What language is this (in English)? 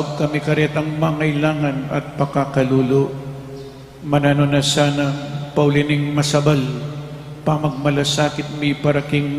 Pampanga